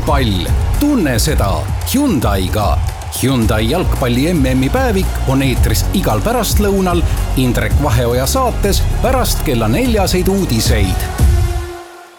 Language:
Estonian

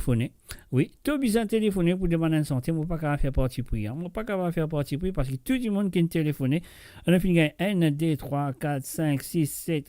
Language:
Morisyen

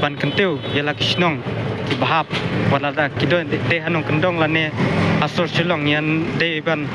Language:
Khasi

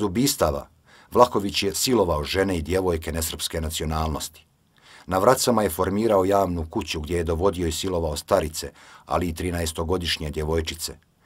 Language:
Bosnian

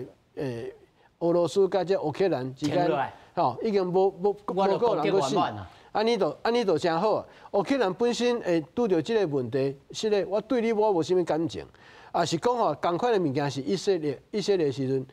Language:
Min Nan Chinese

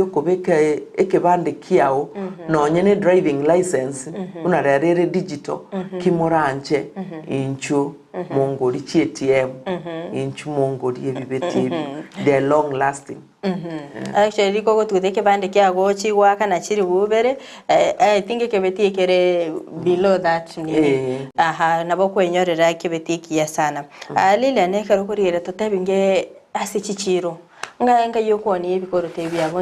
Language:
Gusii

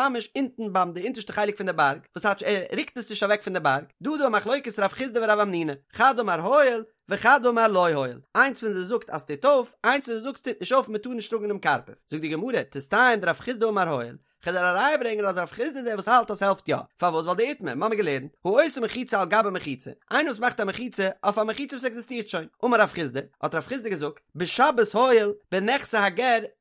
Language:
Yiddish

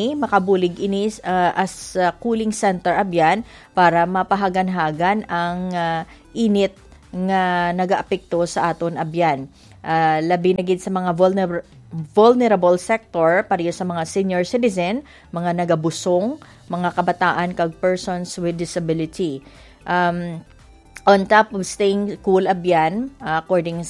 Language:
Hiligaynon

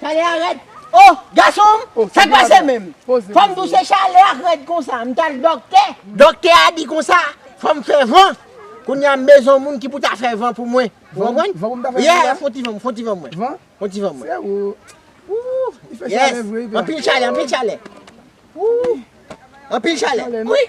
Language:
Haitian Creole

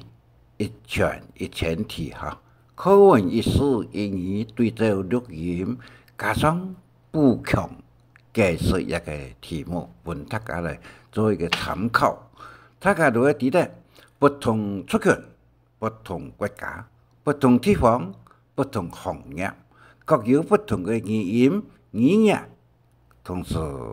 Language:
Hakka Chinese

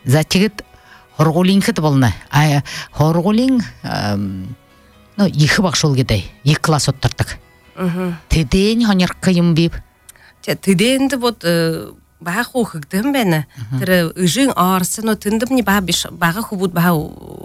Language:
Buriat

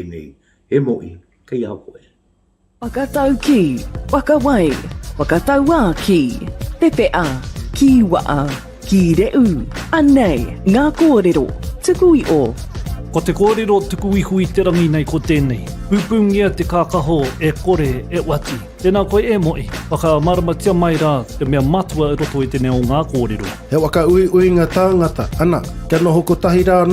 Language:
Māori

